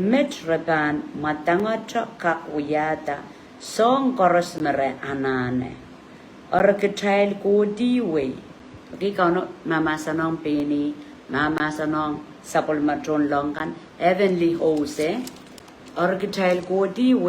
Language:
Pohnpeian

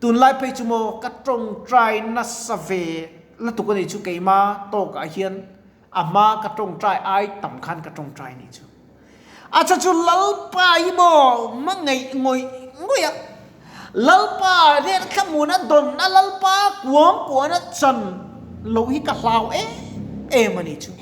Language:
Mizo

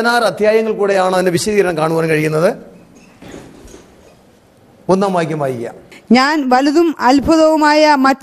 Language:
Malayalam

